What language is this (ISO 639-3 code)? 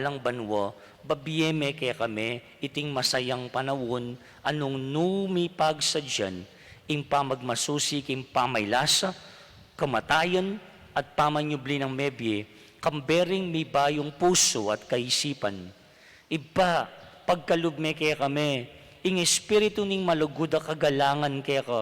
pam